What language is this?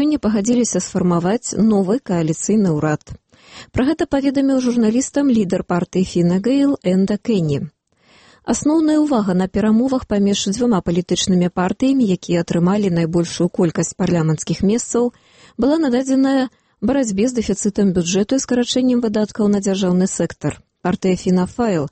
Belarusian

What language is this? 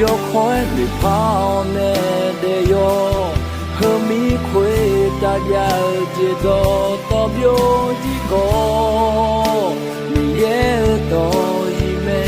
Akha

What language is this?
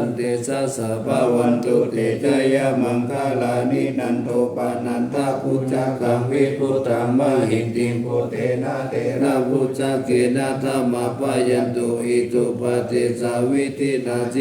Pali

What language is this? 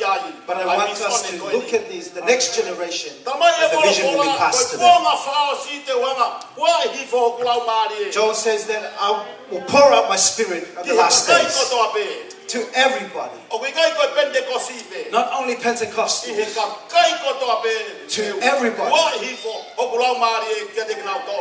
Tongan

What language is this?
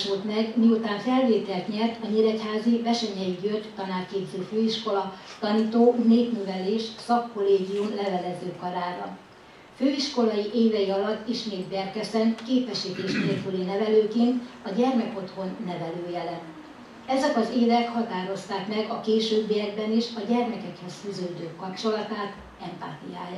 Hungarian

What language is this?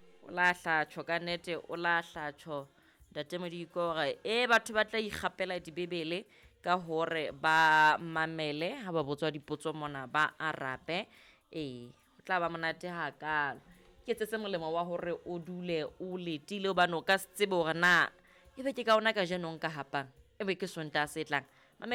Southern Sotho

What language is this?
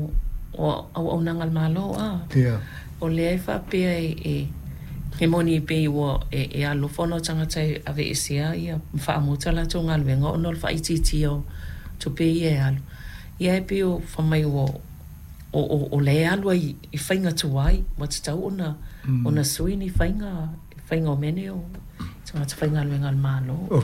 Samoan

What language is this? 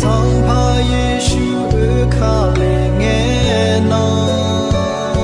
Akha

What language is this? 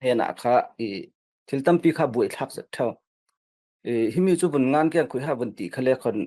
Falam Chin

